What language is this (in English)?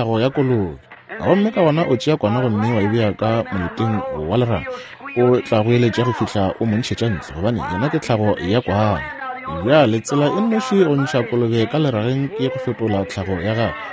Northern Sotho